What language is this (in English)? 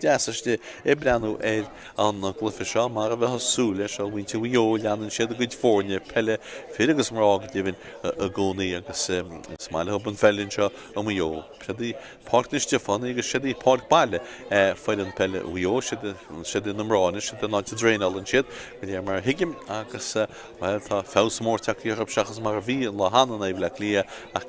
Irish